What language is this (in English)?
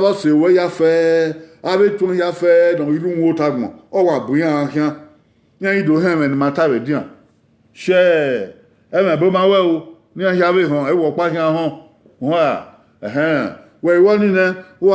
Bini